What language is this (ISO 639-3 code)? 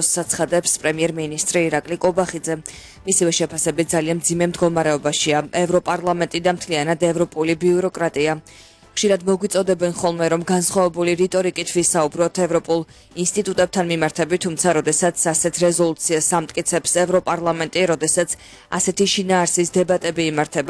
kat